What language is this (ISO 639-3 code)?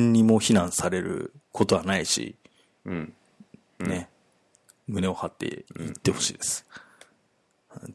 jpn